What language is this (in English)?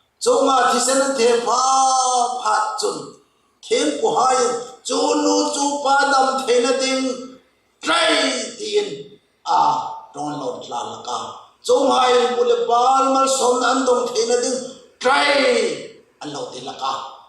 Hmar